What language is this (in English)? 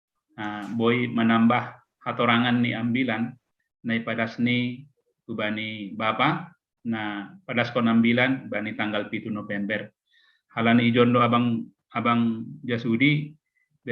Batak Simalungun